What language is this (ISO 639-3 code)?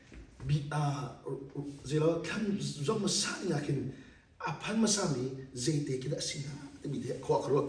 cnh